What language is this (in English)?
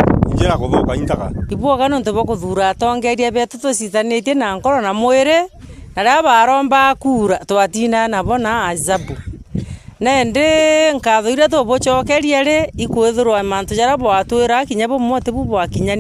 Meru